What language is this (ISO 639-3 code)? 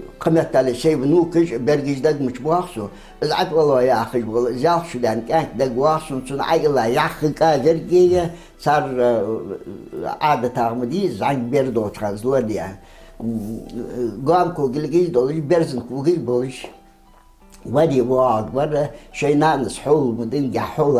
inh